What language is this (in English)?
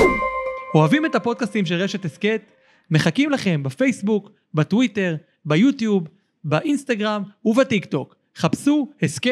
Hebrew